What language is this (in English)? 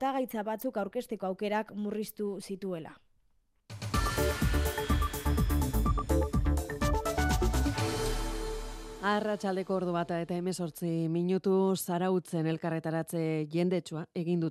Basque